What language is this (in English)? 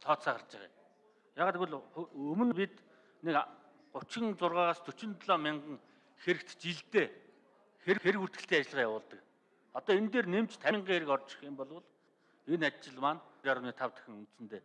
Mongolian